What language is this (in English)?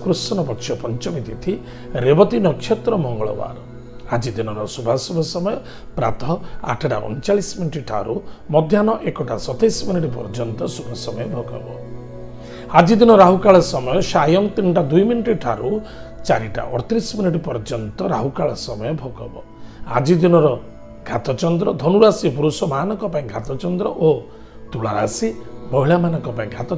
Odia